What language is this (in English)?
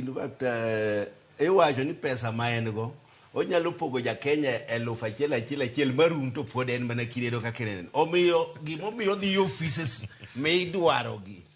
Luo (Kenya and Tanzania)